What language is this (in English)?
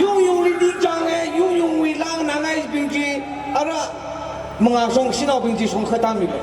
Tangkhul Naga (India)